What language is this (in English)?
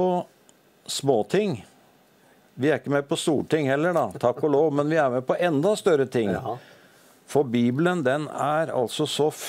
Norwegian